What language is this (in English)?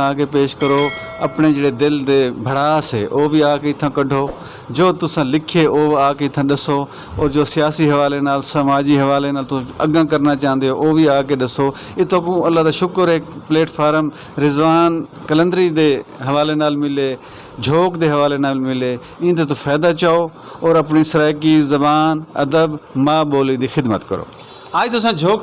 Saraiki